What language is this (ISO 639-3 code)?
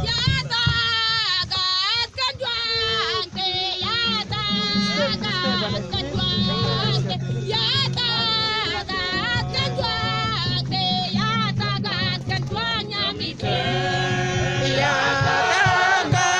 mfz